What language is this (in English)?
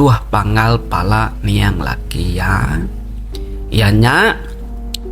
Iban